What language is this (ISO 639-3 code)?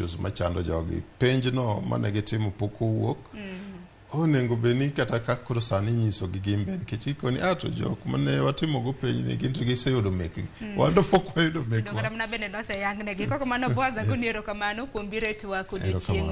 luo